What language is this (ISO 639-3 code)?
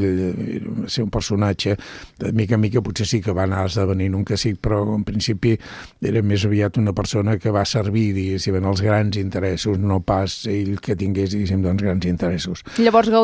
cat